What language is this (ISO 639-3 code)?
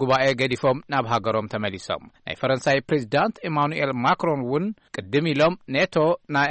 tir